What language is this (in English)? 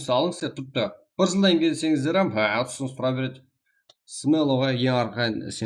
Kara-Kalpak